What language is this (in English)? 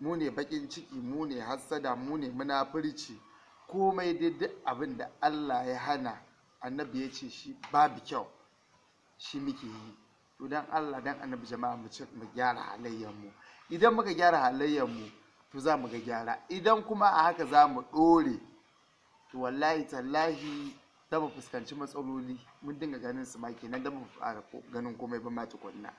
Hausa